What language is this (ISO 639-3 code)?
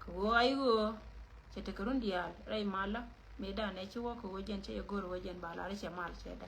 nus